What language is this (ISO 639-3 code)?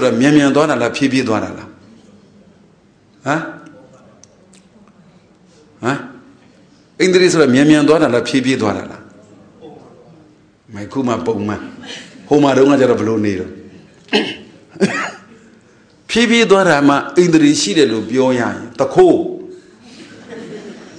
mya